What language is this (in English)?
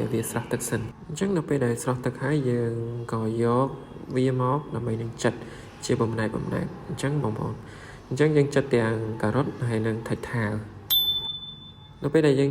Khmer